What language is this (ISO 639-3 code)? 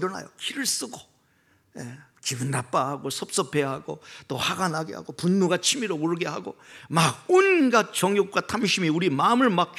kor